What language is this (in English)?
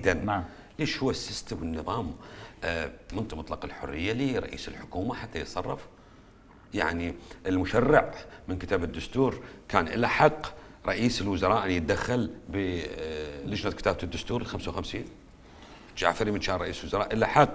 Mesopotamian Arabic